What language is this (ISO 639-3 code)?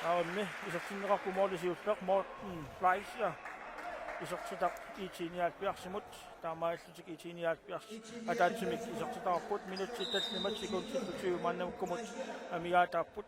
kal